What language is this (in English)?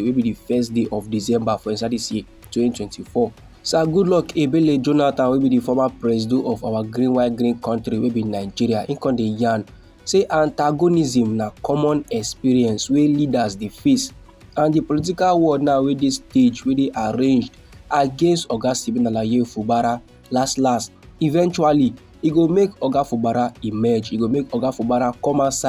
Nigerian Pidgin